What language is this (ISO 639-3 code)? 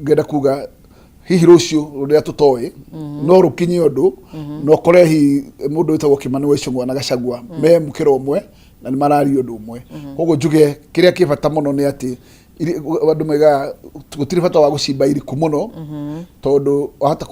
kik